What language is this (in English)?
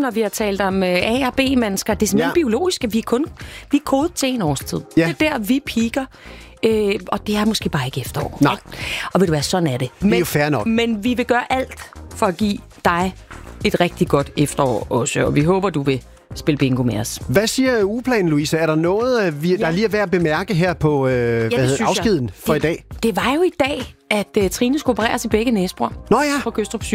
Danish